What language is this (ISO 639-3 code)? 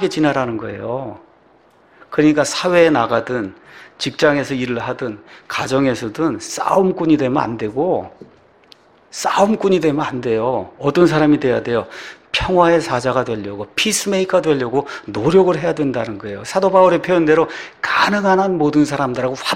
kor